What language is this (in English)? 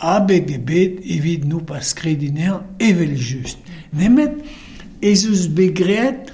Breton